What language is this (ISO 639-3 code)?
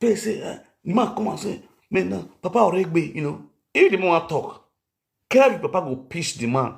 pcm